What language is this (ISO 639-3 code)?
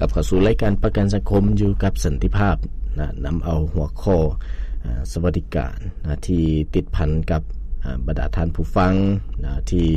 lao